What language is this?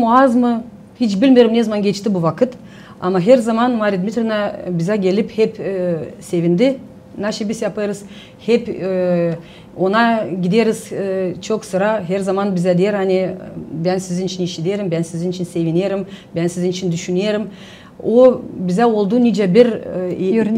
Gagauz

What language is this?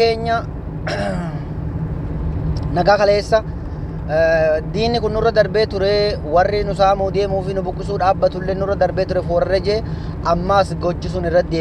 Oromo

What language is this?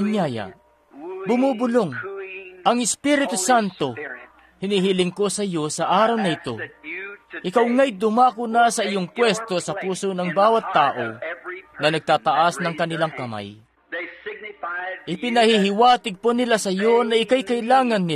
Filipino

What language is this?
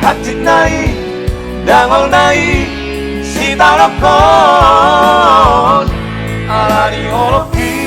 Batak Toba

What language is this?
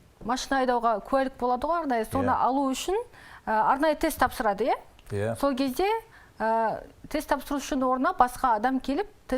Kazakh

